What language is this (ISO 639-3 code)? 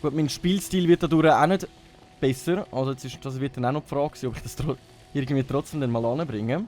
gsw